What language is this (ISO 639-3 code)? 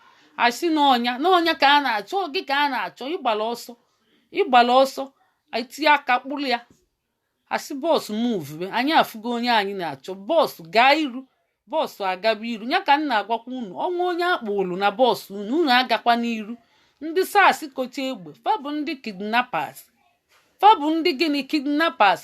ibo